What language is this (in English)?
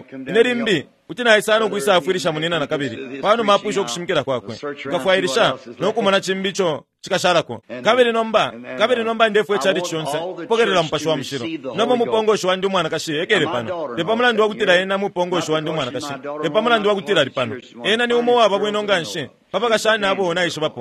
Bemba